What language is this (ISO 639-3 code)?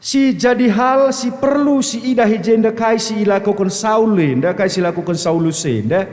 btx